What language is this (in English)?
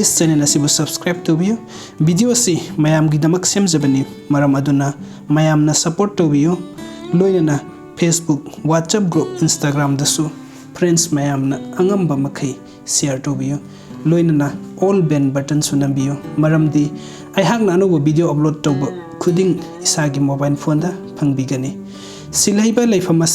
Manipuri